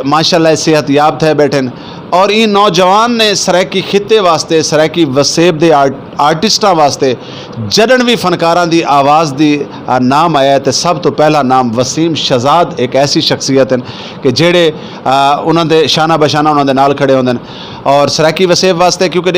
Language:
Saraiki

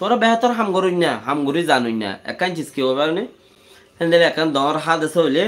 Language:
Rohingya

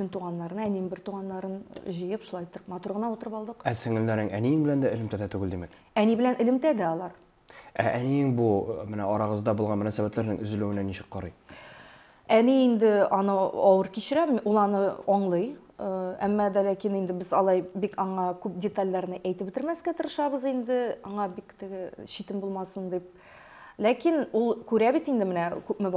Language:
Tatar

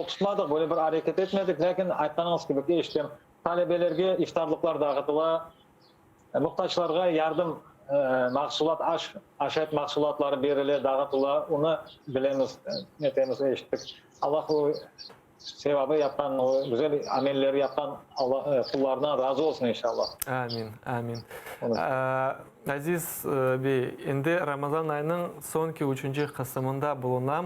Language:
Crimean Tatar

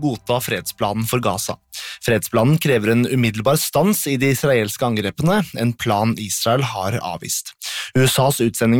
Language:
Norwegian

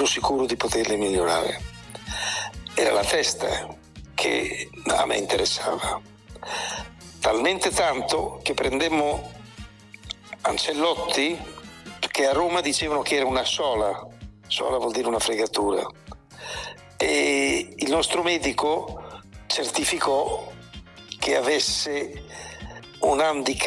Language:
Italian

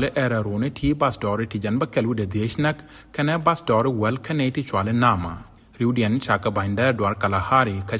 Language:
Nuer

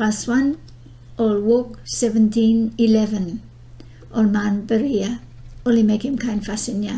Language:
Bislama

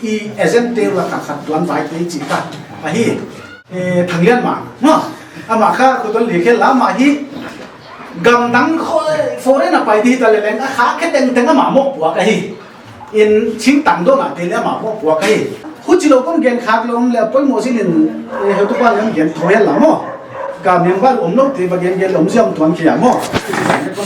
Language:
Paite Chin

